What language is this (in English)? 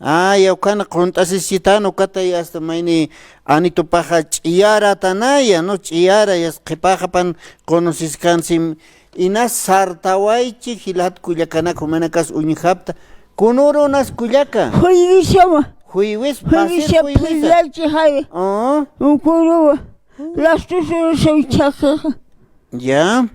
Aymara